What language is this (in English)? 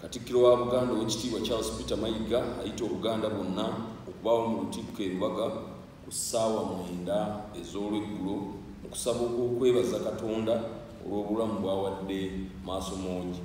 Ganda